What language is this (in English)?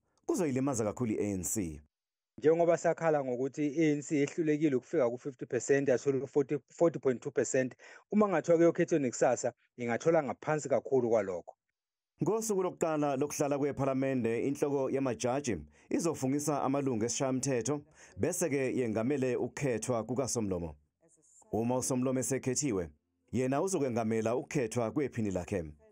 Zulu